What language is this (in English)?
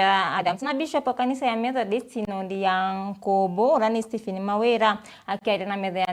Meru